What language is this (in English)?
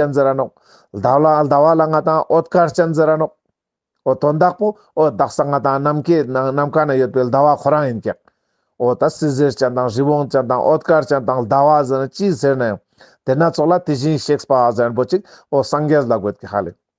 Ladakhi